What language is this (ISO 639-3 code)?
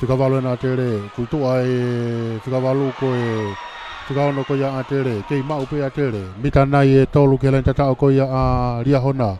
ton